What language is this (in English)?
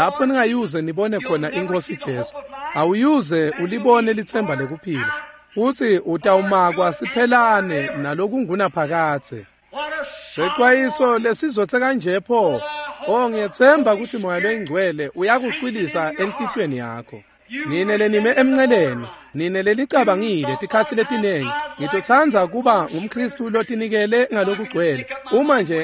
Swati